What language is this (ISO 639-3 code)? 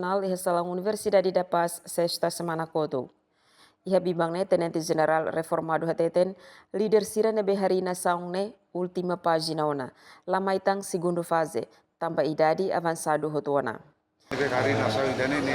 tet